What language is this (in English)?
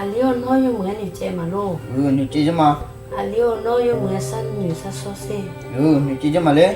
Akha